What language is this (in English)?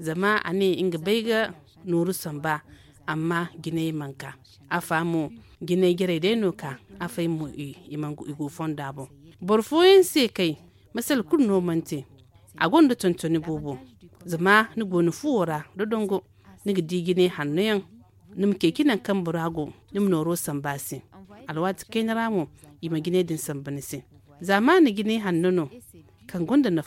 Zarma